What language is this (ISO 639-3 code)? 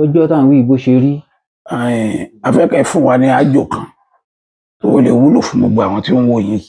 yor